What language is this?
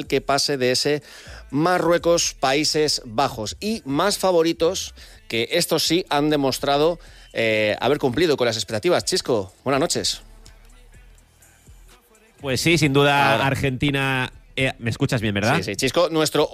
Spanish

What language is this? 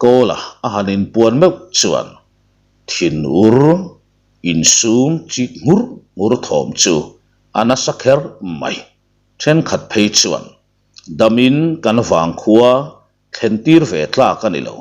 Mizo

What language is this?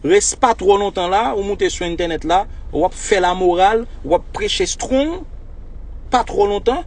Haitian Creole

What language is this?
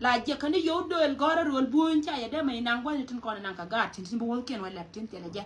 Nuer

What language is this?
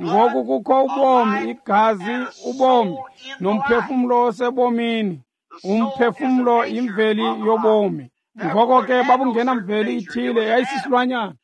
Xhosa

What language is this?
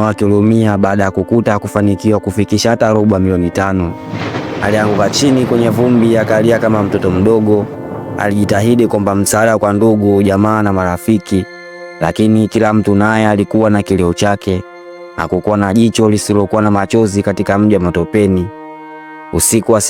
Swahili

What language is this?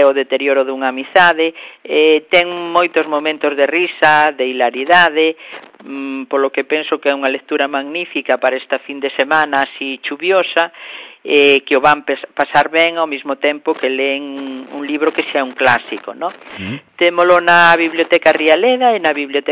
Galician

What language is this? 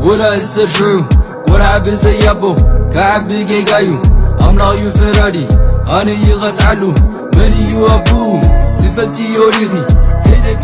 Tigrinya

